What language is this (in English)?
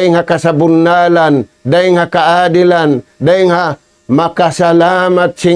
Tausug